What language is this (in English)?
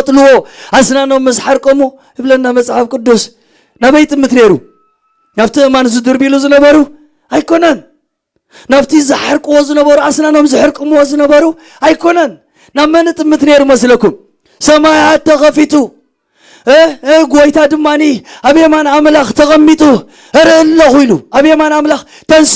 Tigrinya